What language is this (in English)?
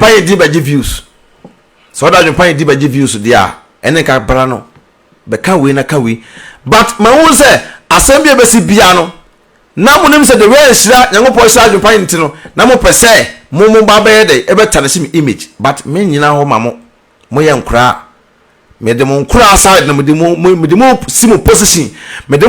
Akan